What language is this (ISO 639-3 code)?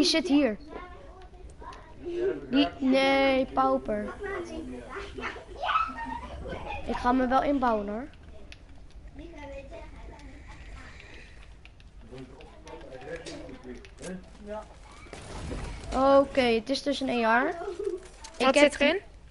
nld